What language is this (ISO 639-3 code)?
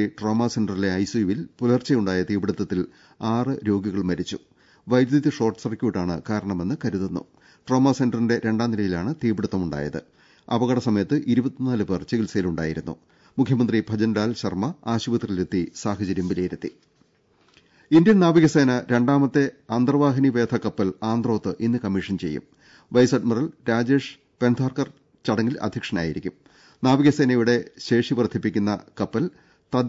mal